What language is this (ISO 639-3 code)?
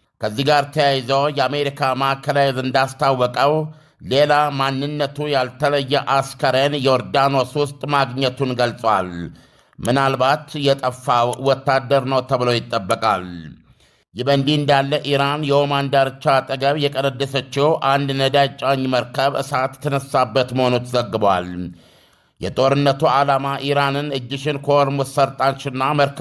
amh